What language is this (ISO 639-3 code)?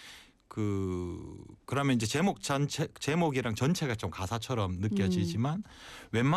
kor